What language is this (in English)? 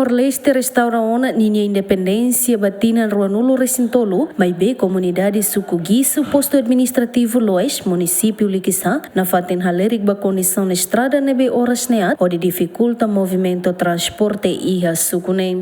Tetum